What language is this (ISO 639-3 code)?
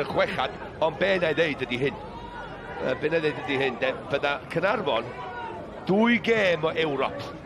cym